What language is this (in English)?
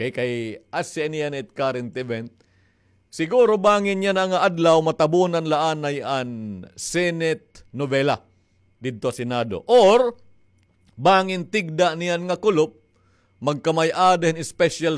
Waray